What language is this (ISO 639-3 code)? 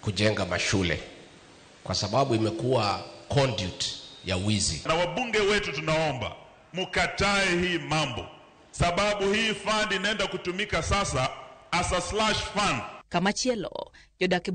luo